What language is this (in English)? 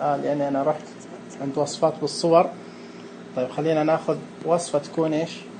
Najdi Arabic